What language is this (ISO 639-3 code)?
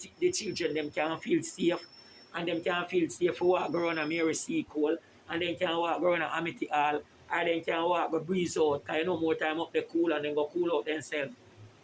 jam